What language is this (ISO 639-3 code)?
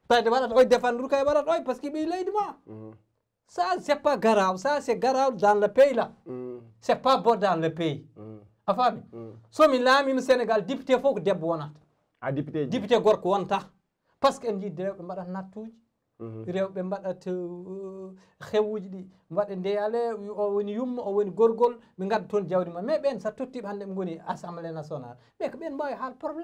ful